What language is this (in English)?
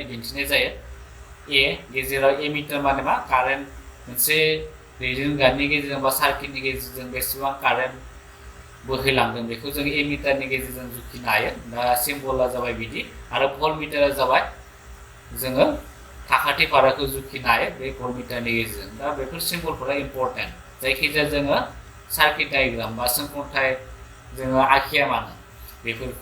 Bodo